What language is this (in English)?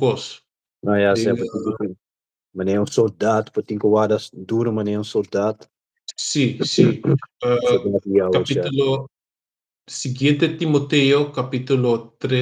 Papiamento